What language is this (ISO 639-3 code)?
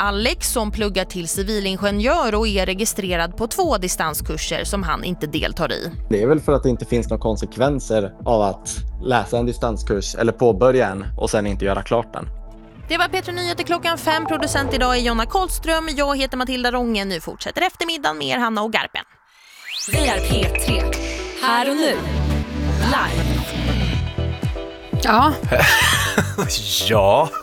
swe